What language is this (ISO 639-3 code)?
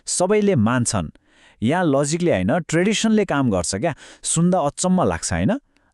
nep